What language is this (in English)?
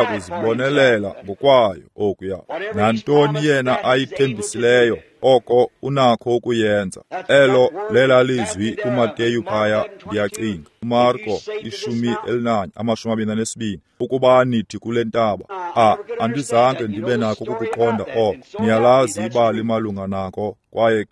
Xhosa